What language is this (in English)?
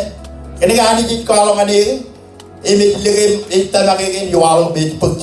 Marshallese